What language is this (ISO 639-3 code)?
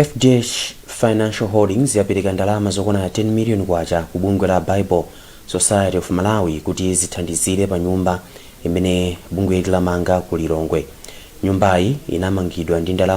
nya